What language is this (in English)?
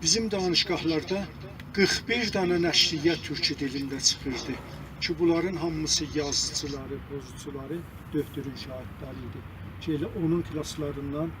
South Azerbaijani